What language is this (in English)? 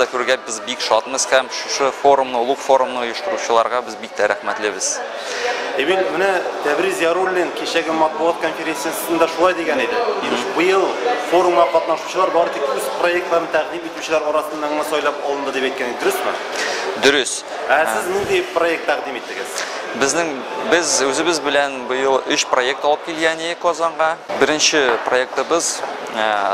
Tatar